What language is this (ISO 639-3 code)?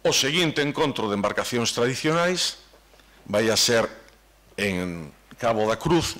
glg